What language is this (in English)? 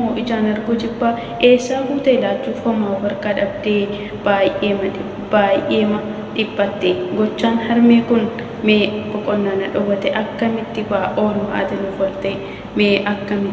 Oromo